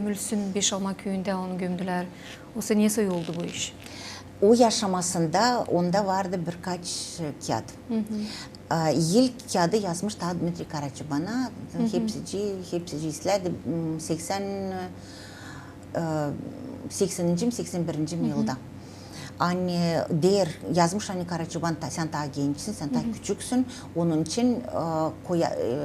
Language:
Gagauz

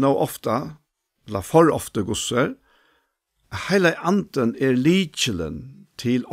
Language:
Faroese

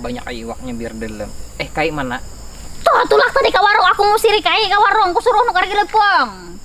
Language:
Banjar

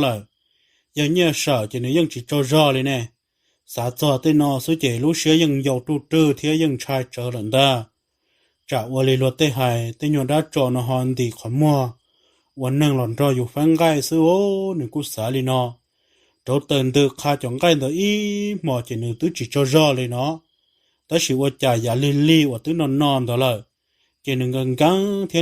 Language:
Hmong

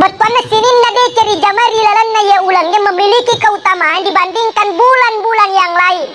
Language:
Buginese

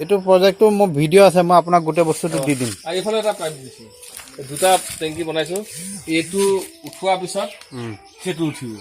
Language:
Assamese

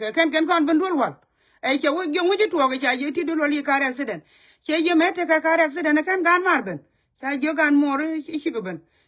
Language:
Nuer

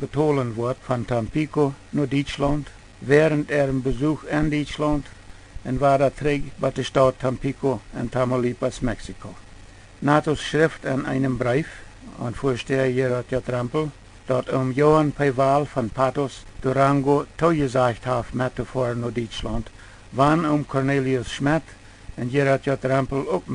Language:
Plautdietsch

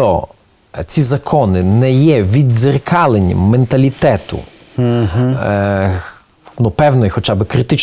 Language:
Ukrainian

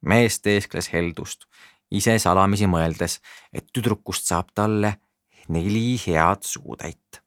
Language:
Estonian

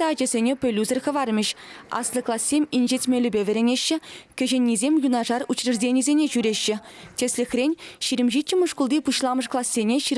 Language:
Chuvash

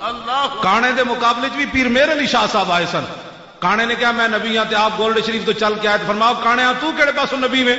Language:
Western Panjabi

